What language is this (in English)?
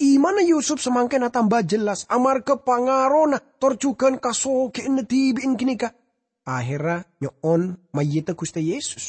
Madurese